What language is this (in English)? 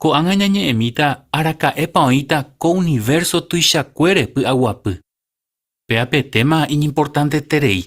Guarani